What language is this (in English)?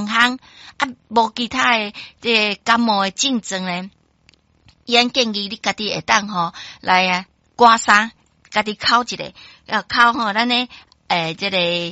Min Nan Chinese